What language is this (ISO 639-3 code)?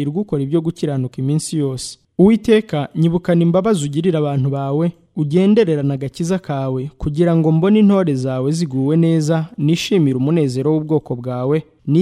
kin